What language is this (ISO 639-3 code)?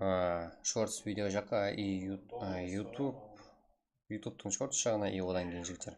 kaa